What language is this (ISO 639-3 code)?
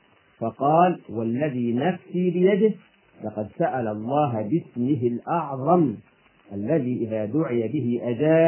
ara